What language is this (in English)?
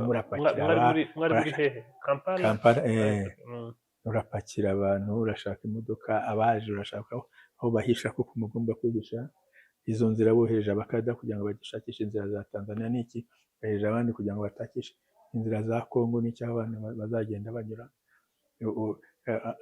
Kinyarwanda